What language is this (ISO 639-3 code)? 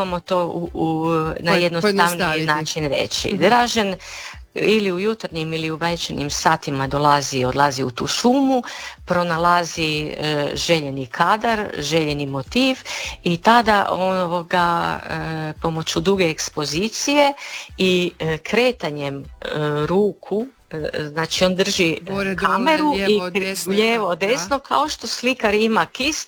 hrv